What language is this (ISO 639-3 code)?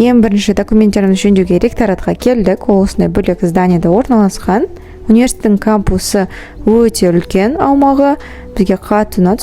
kaz